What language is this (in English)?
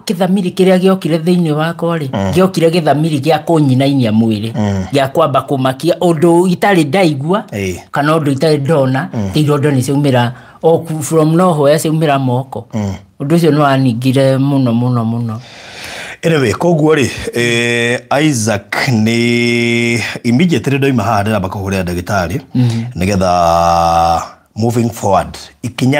Kikuyu